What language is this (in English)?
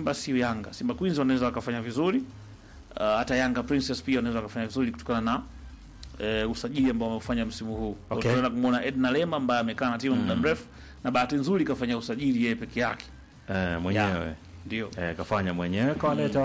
Swahili